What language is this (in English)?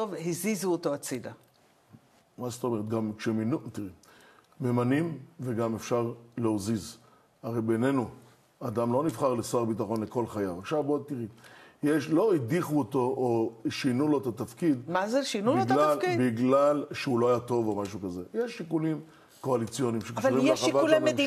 Hebrew